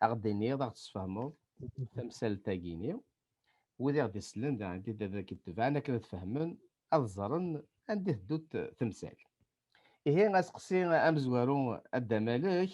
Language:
Kabyle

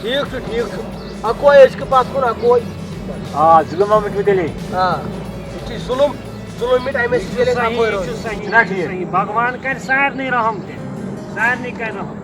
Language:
Kashmiri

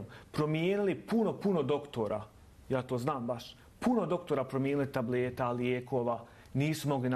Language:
Bosnian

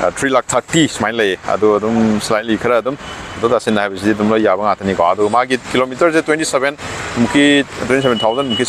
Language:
Manipuri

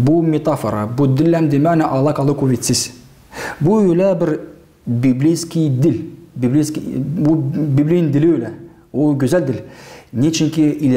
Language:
Gagauz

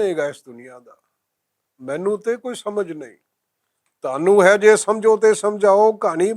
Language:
Western Panjabi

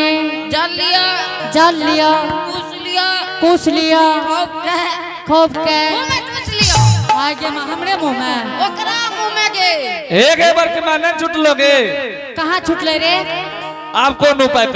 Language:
Angika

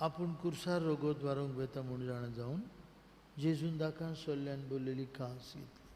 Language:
Konkani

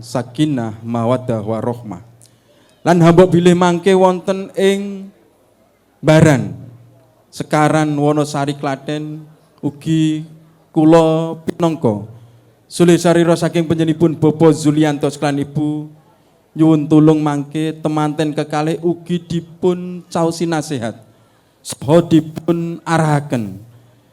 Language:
Javanese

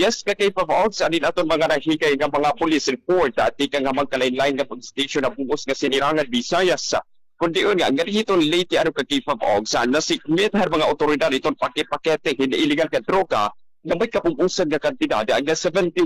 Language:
Waray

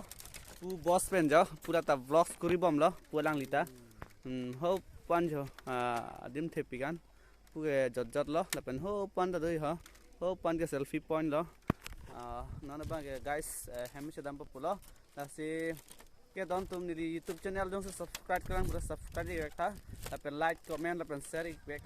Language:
Karbi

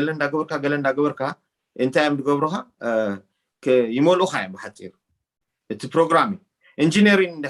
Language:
Tigrinya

